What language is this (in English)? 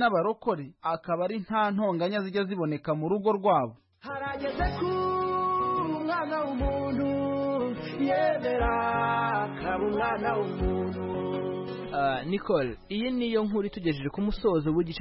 Kinyarwanda